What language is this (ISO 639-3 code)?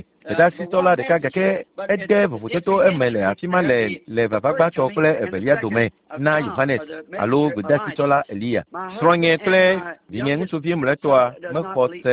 ewe